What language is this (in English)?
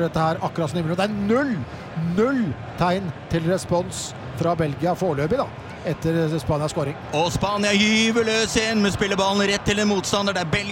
Norwegian